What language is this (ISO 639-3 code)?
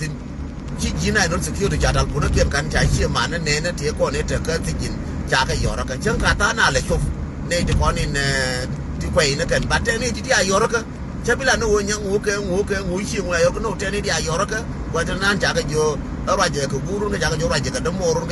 nus